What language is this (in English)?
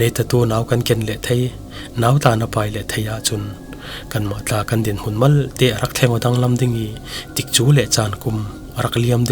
Falam Chin